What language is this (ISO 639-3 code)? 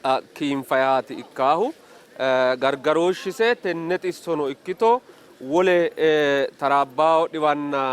sid